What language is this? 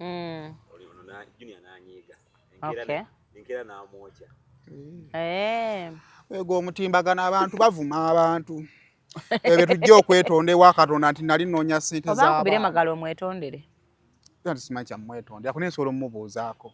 Ganda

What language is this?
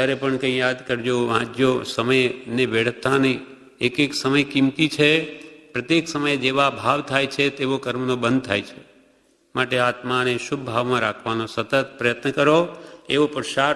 Gujarati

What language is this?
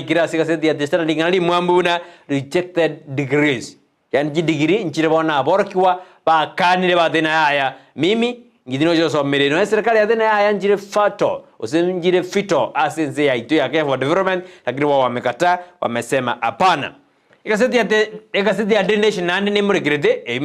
Gusii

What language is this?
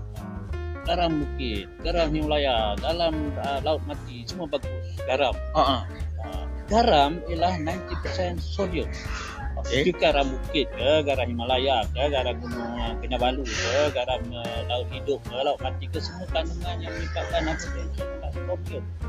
Malay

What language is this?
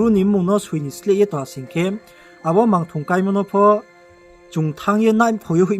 Riang (India)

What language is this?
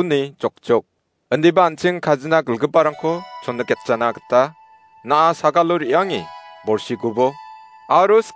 Garo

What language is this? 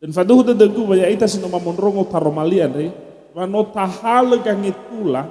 Nias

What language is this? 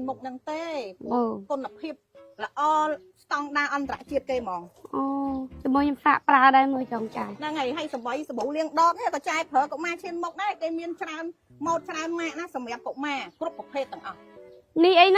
Khmer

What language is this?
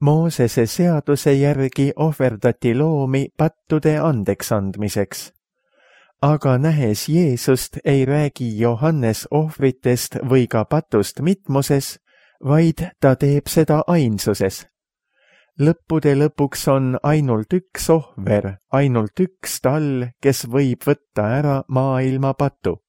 Estonian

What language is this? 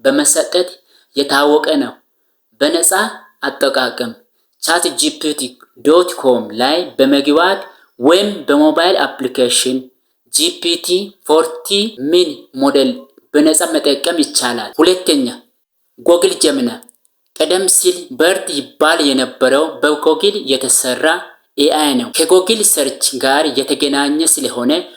Amharic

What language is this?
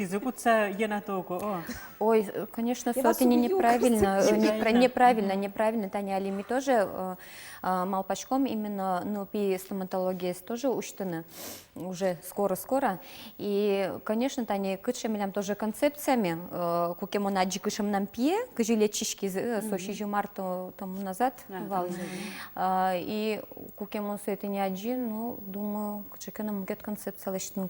Udmurt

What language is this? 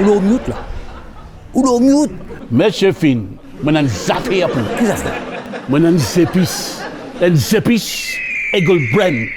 Morisyen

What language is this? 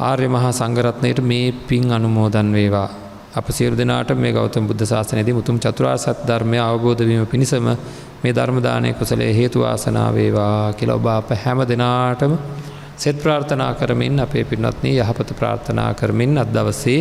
Sinhala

